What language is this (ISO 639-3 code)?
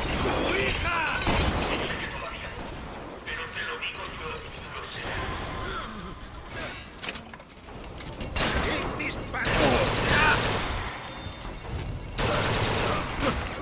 spa